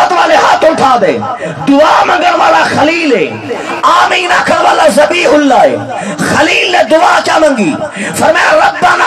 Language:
Saraiki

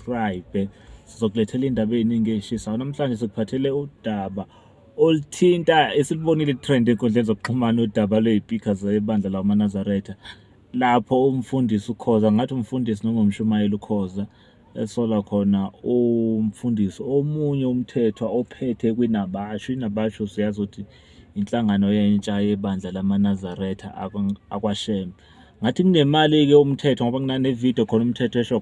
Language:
Zulu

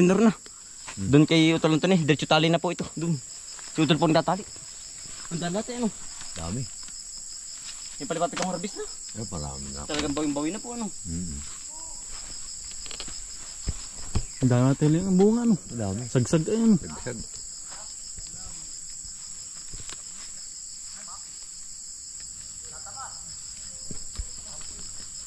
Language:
Filipino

